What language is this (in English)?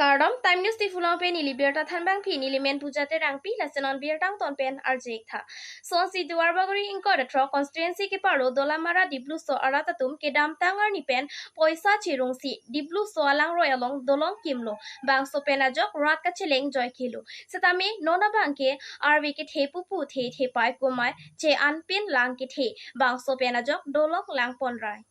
Karbi